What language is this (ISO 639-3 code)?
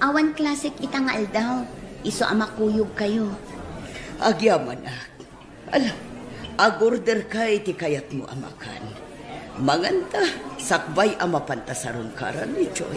ilo